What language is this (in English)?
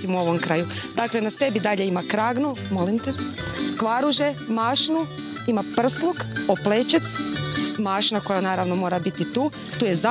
Croatian